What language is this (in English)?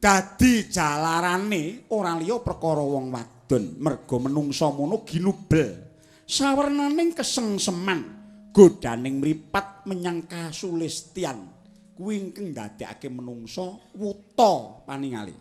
Javanese